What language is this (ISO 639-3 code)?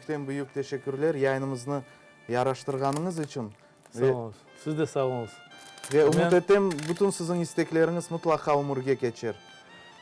crh